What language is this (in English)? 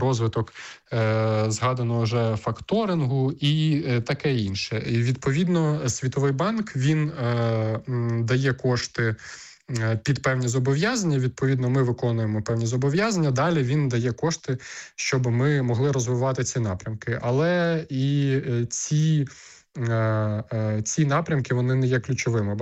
Ukrainian